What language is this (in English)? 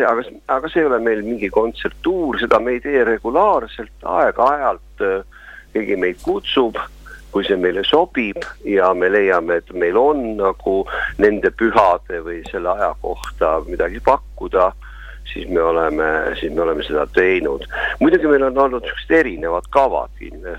Estonian